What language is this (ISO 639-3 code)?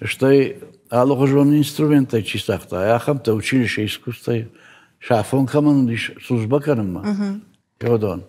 oss